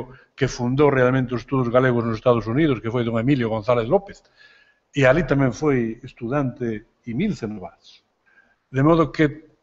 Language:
Galician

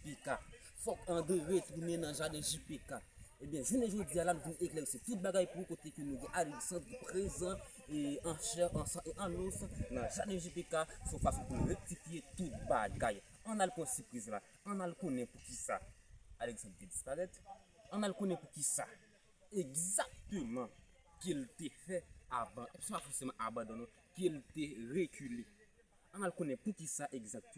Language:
Haitian Creole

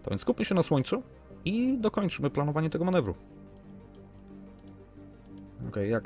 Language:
Polish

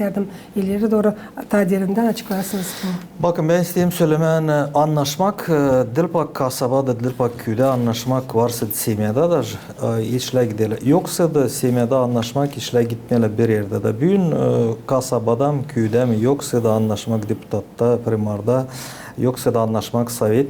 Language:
Gagauz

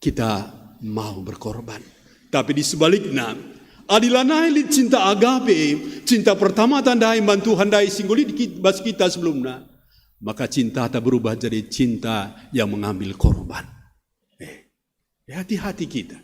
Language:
Batak Karo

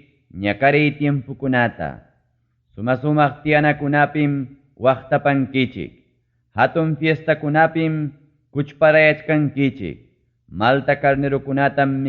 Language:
Ayacucho Quechua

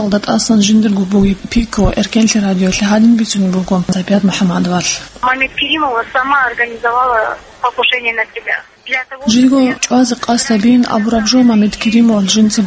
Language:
Avaric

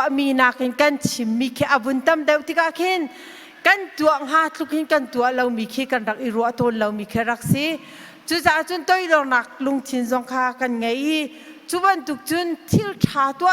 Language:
Hakha Chin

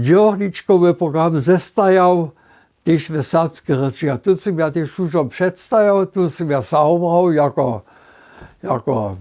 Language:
Upper Sorbian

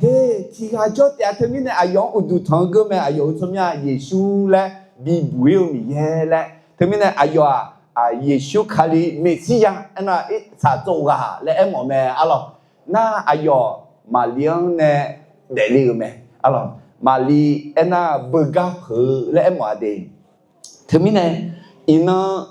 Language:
Akha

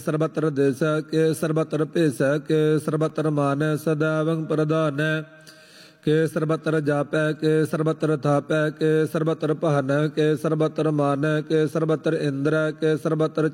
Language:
Punjabi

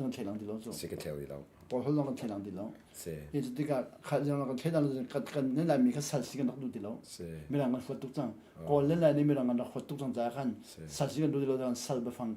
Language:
Hakha Chin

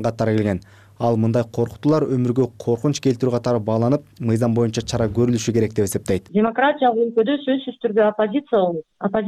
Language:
Kyrgyz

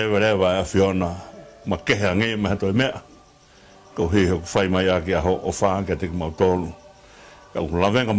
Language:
Tongan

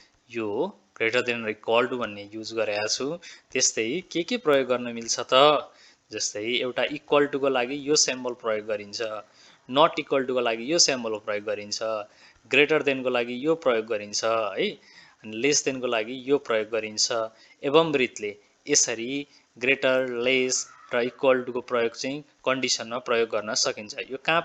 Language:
Nepali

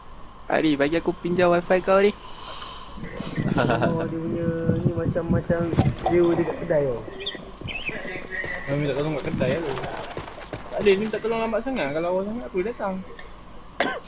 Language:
Malay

